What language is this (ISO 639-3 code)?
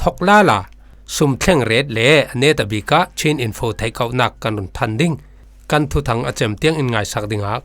cfm